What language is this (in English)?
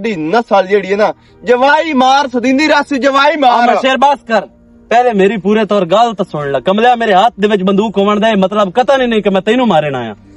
Western Panjabi